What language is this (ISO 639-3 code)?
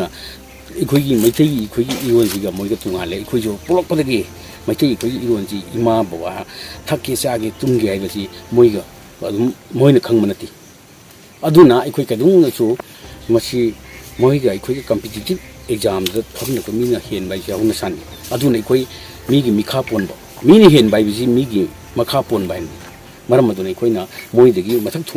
mni